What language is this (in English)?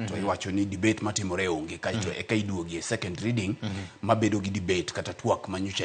Luo (Kenya and Tanzania)